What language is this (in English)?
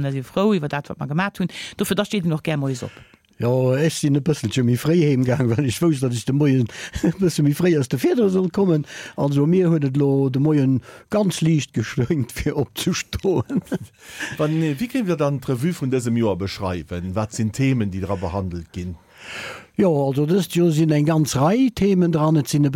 Luxembourgish